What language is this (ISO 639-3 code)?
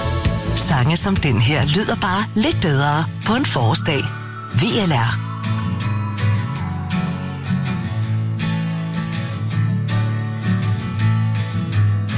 dan